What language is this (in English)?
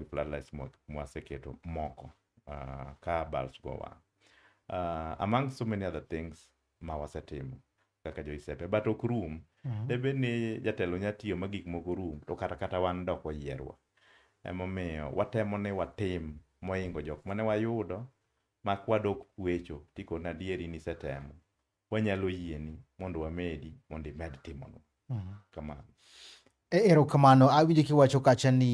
Luo (Kenya and Tanzania)